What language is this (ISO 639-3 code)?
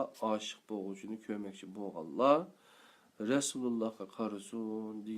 uig